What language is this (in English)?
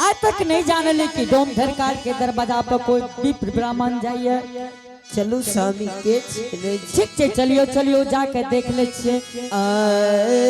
Angika